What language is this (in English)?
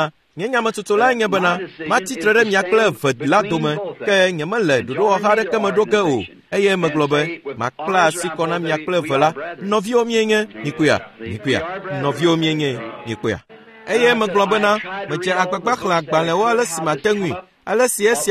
Ewe